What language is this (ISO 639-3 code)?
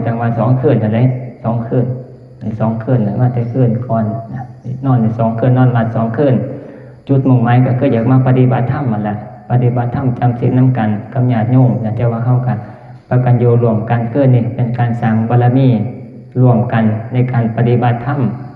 tts